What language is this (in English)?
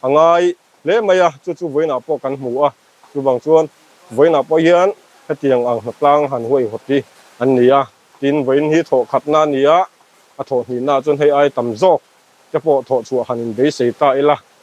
Mizo